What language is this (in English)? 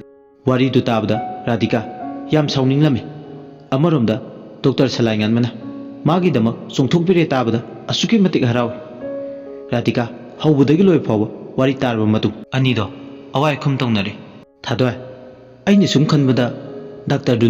Manipuri